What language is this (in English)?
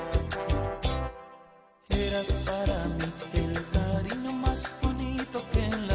Spanish